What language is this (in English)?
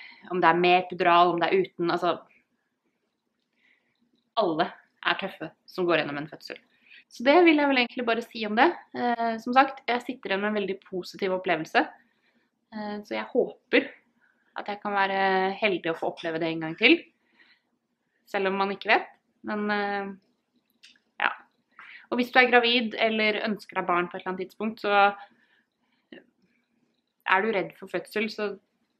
Norwegian